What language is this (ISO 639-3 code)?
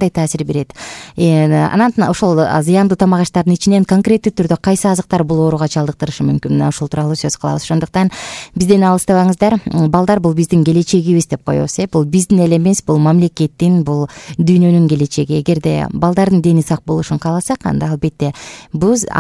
kir